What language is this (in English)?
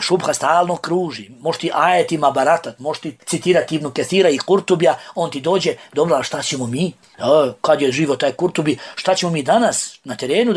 Bosnian